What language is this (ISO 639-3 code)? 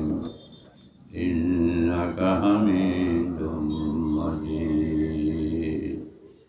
syl